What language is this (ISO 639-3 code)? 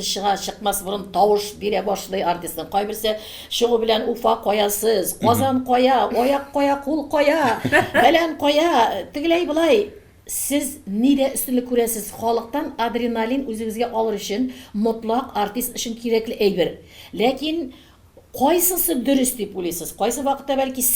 tat